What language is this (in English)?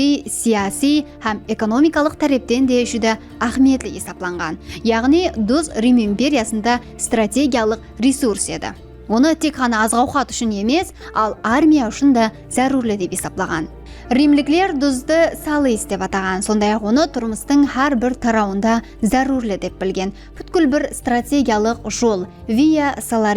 Kara-Kalpak